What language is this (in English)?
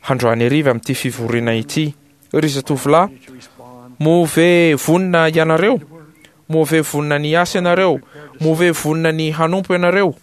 Malagasy